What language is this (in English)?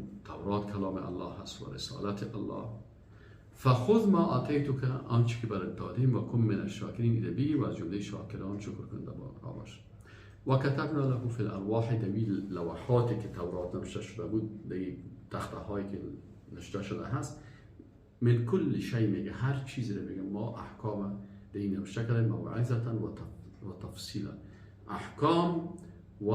Persian